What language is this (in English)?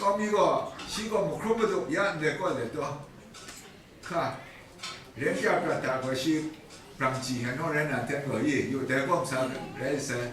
Kachin